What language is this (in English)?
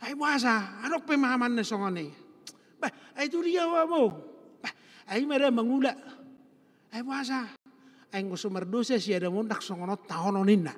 Batak Toba